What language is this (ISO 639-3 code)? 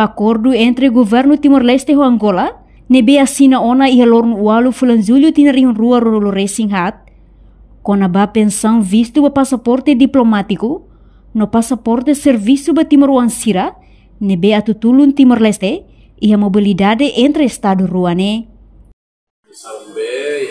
tet